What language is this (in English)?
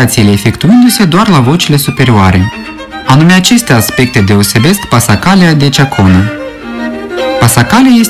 Romanian